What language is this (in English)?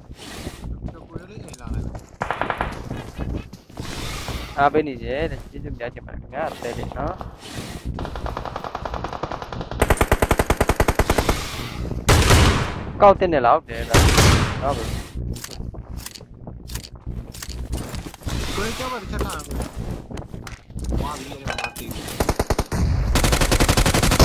Burmese